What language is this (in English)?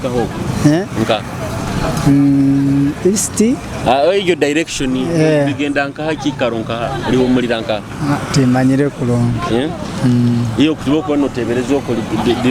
Tooro